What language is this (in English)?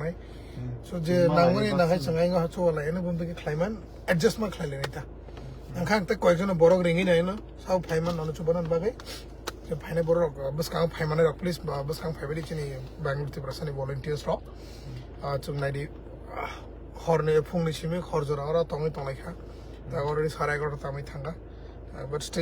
Kok Borok